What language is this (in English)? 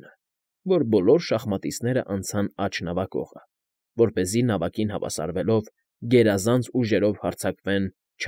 Armenian